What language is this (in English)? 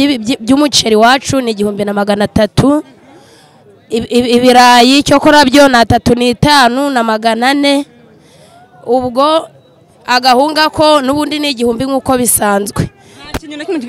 Kinyarwanda